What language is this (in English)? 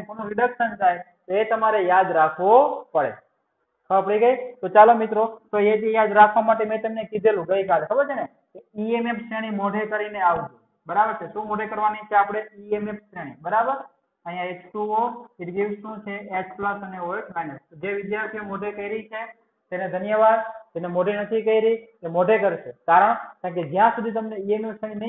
Gujarati